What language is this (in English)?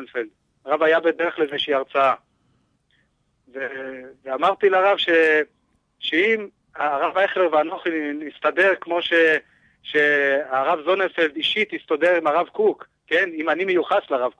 Hebrew